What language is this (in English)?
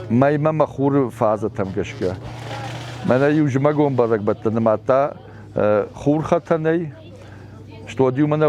Ossetic